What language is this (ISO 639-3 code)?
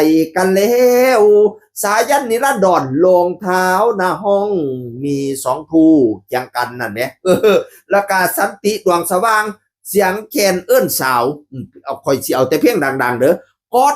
tts